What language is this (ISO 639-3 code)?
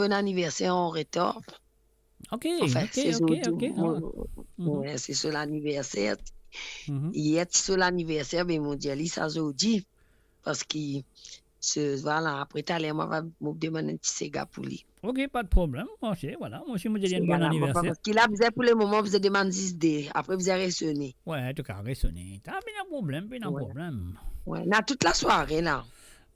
mfe